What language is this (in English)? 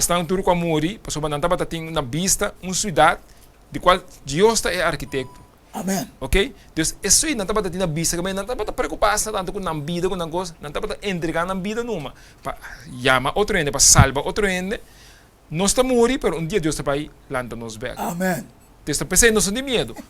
Papiamento